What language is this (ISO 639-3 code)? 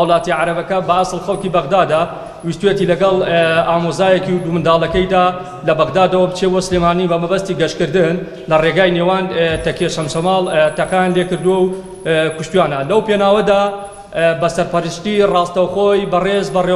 ckb